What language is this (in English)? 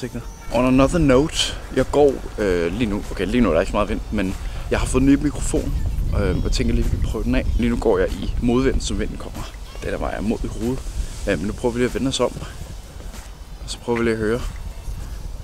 Danish